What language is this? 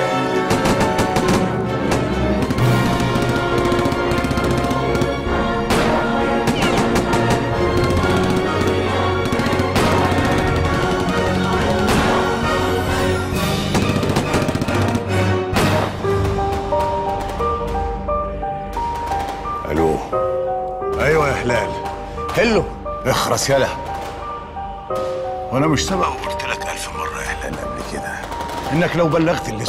Egyptian Arabic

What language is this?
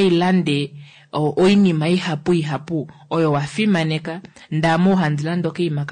Kuanyama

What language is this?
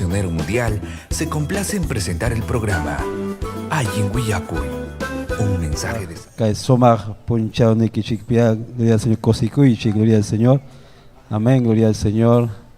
Ayacucho Quechua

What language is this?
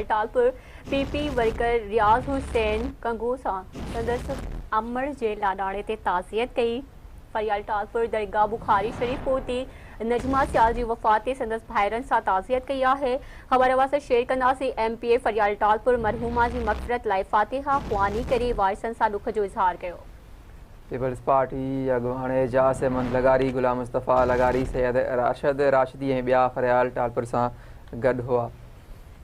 Sindhi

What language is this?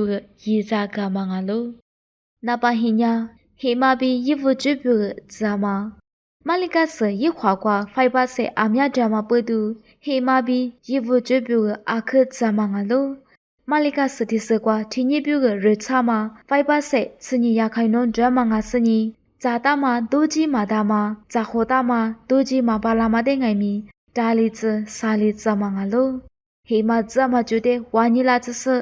Lisu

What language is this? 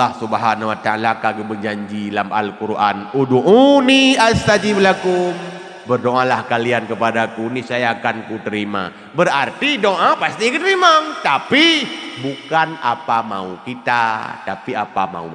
Achinese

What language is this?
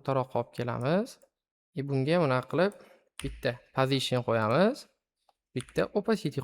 Uzbek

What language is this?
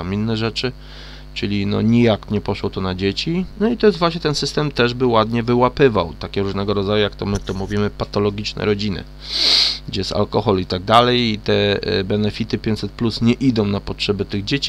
Polish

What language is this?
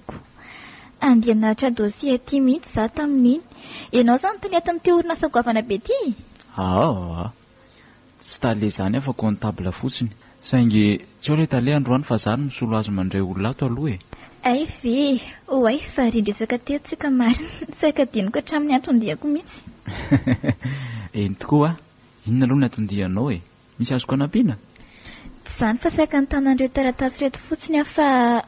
Malagasy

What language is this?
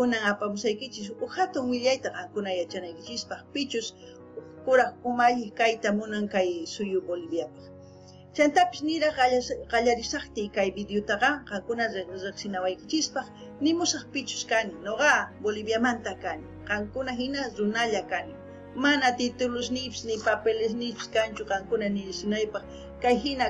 South Bolivian Quechua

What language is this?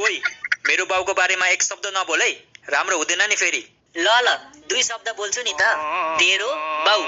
Nepali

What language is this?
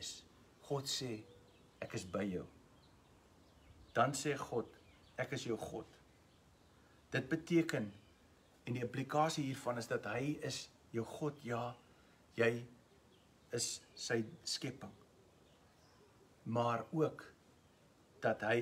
Afrikaans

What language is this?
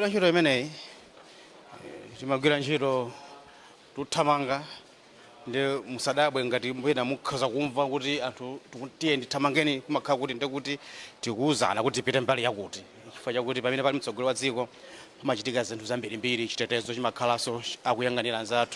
Nyanja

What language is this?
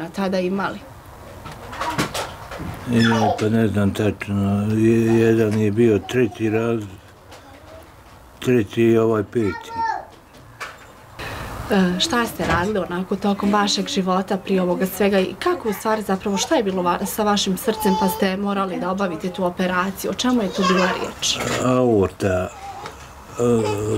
Bosnian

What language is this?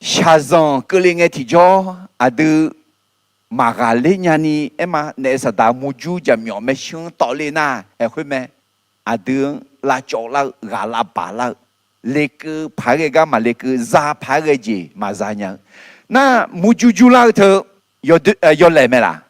Akha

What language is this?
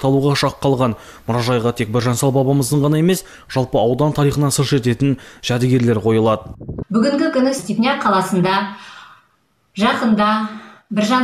Kazakh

